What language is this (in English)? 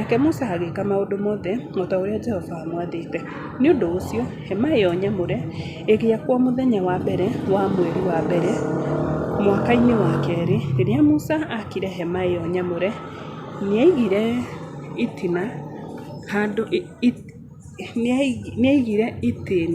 Kikuyu